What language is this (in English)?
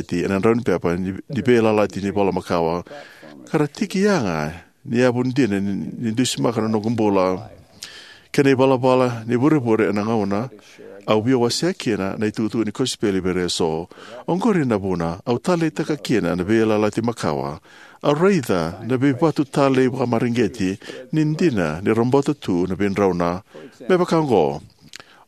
Fijian